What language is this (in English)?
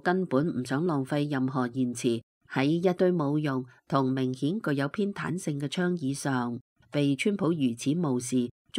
Cantonese